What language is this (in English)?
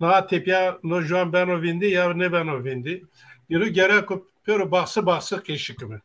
Zaza